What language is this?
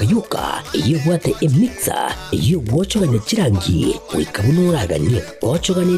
Gusii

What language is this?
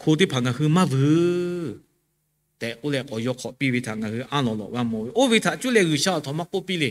Lahu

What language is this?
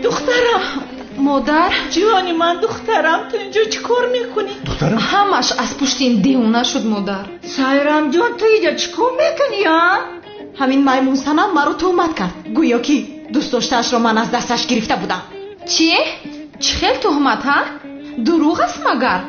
Tajik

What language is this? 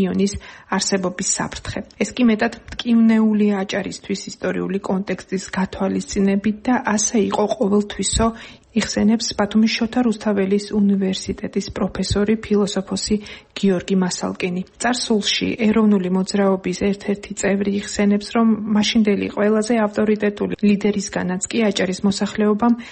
Georgian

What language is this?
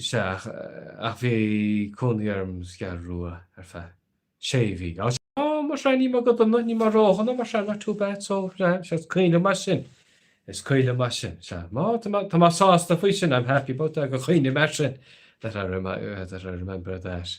Irish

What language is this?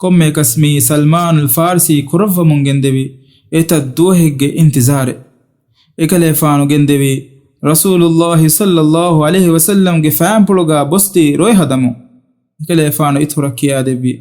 Divehi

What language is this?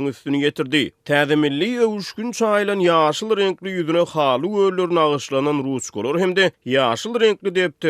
Turkmen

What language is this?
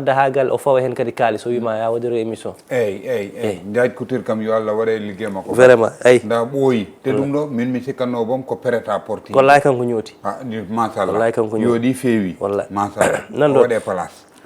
Fula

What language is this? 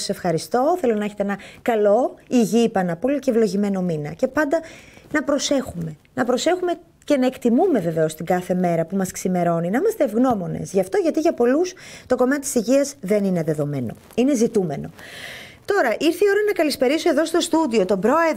Greek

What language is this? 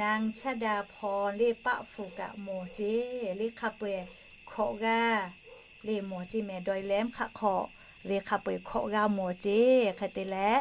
Lahu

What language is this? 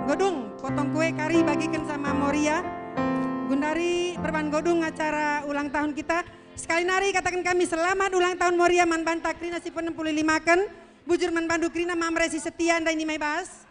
Batak Karo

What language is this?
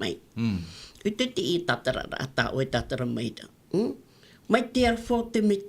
Tahitian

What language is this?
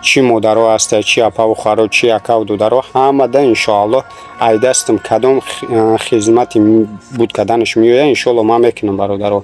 Tajik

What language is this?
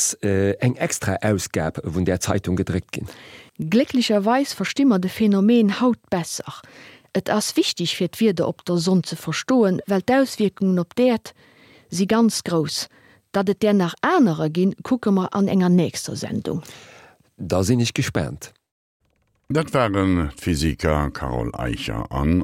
Luxembourgish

